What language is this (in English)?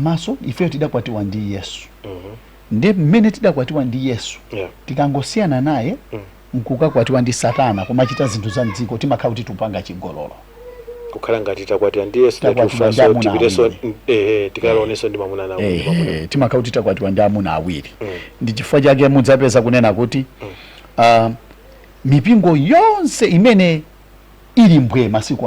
Nyanja